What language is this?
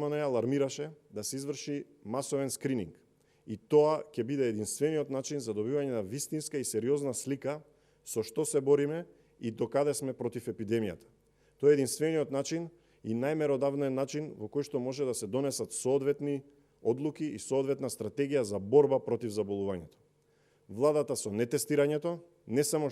Macedonian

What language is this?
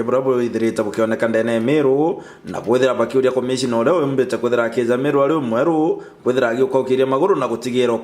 Meru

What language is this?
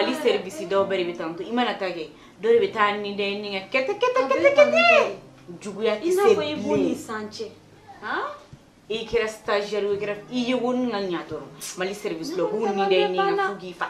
Bambara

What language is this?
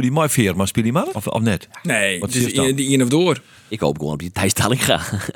Western Frisian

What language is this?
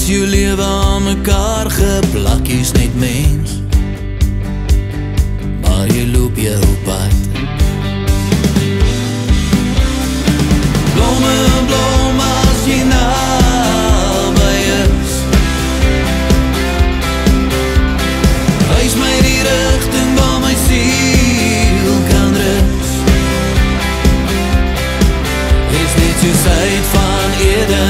Afrikaans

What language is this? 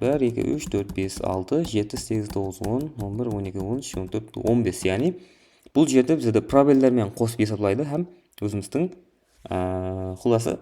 Kara-Kalpak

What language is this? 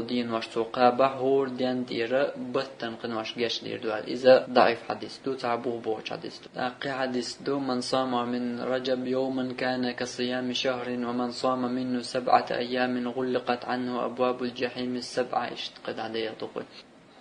Chechen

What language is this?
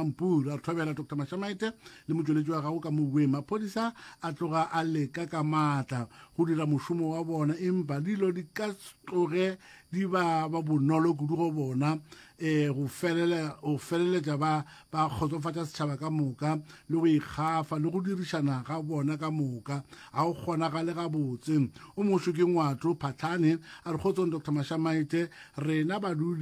Northern Sotho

